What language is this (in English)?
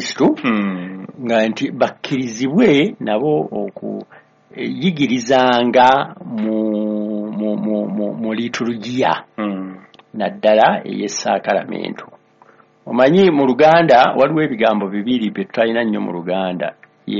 Ganda